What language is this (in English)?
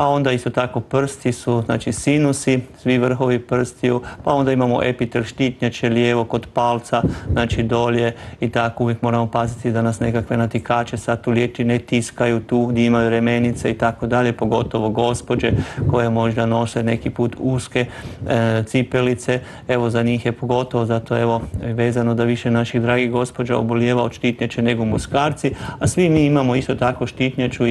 Croatian